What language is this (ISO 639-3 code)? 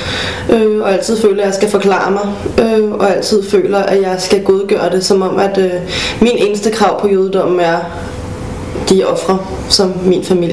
dan